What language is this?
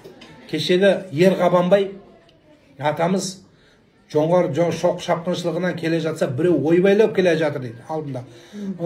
Kazakh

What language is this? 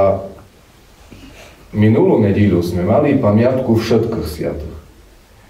Slovak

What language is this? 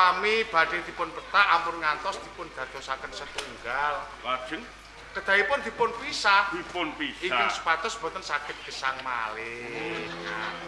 Javanese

